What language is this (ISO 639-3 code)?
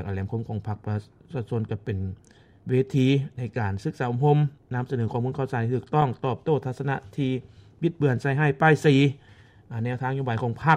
lao